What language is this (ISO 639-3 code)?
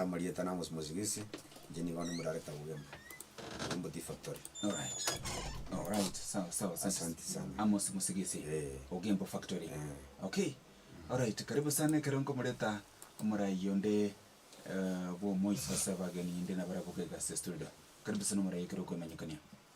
guz